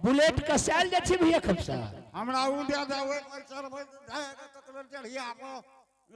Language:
Angika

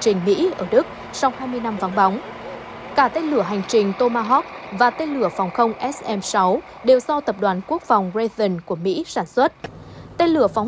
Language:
Vietnamese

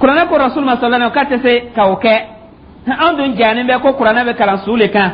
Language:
Dyula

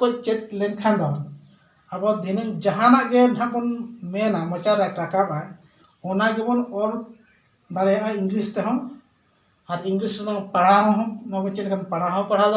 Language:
Santali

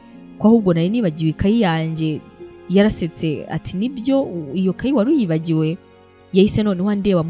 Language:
Kinyarwanda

